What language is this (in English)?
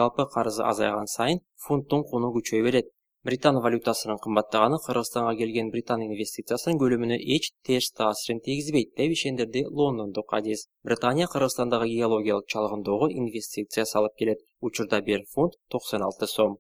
Kyrgyz